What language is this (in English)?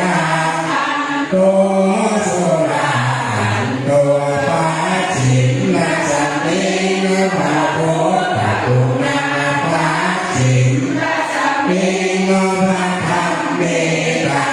Pali